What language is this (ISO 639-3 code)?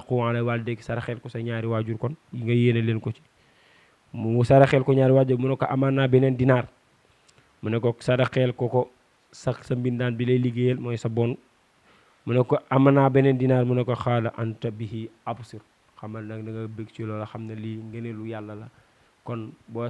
wol